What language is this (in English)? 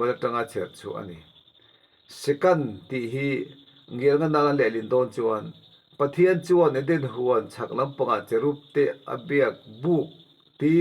Mizo